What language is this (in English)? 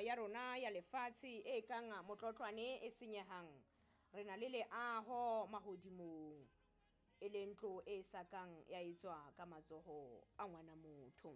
Southern Sotho